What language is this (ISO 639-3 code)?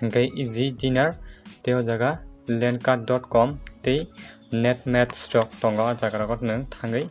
trp